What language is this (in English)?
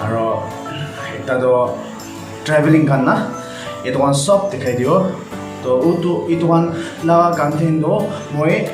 Naga Pidgin